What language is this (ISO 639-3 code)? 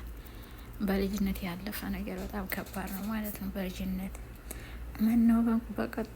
amh